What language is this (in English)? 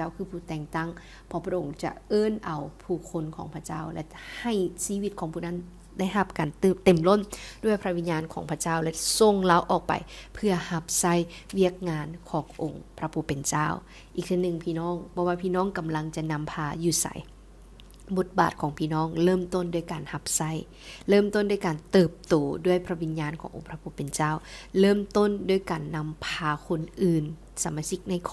Lao